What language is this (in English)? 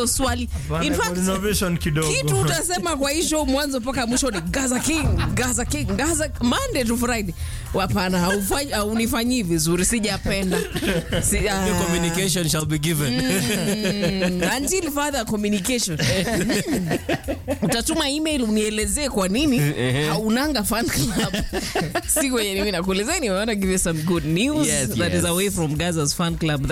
Swahili